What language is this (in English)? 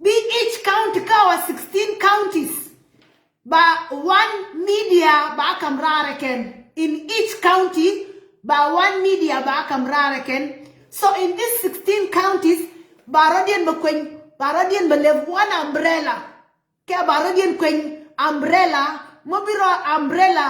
Nuer